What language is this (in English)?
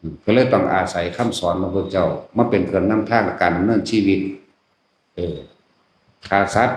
Lao